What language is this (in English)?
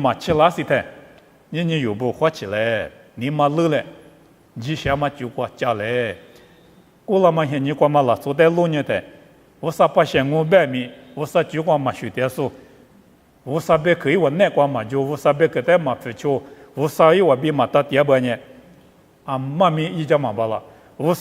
Lisu